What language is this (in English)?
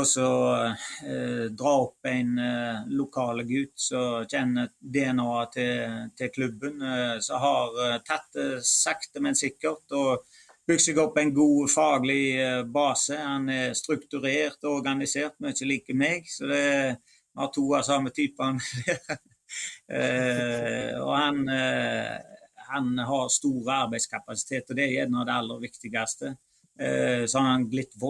Norwegian